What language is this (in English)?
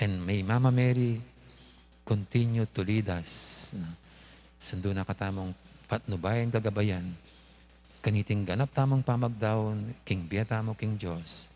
Pampanga